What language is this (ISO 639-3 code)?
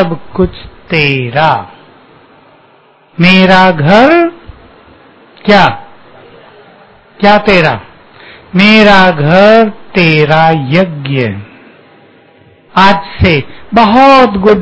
hin